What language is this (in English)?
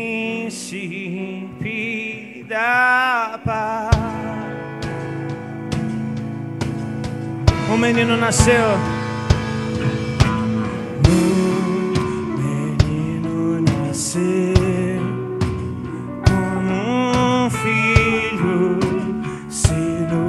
Portuguese